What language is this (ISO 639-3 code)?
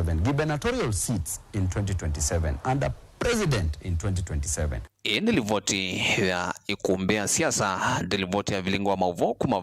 kam